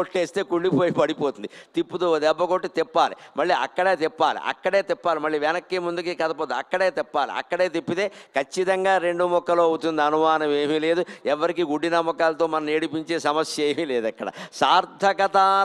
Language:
Telugu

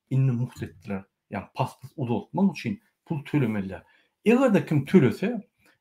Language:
Turkmen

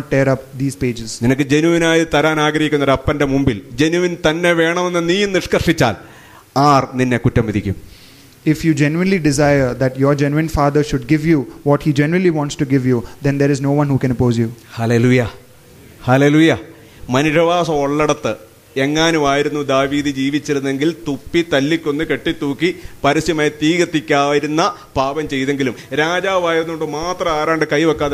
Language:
Malayalam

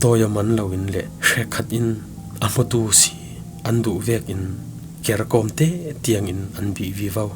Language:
Falam Chin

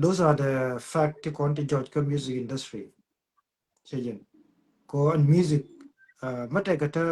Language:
Nuer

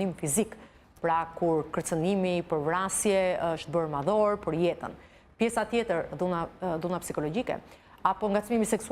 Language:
Albanian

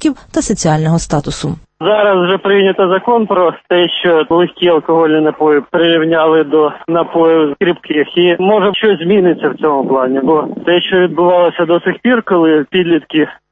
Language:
Ukrainian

